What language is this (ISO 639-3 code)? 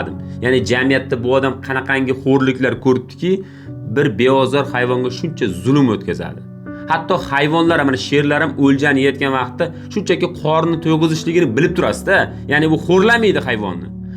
uzb